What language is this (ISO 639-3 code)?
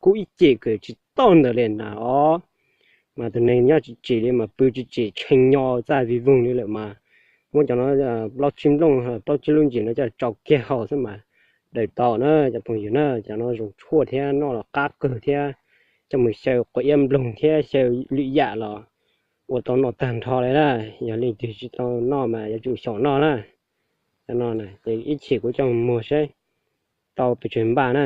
hmn